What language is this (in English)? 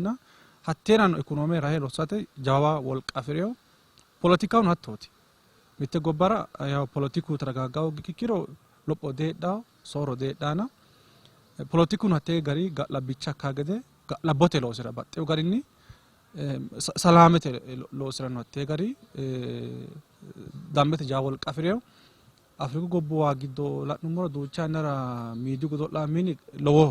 Sidamo